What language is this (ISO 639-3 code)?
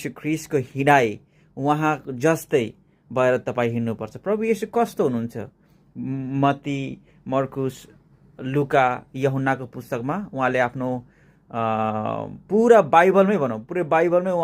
nep